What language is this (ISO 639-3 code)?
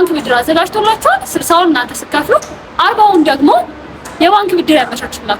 amh